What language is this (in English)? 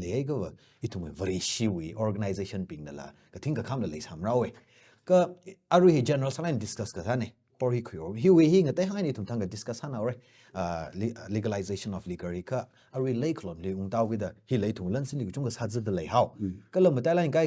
Tangkhul Naga (India)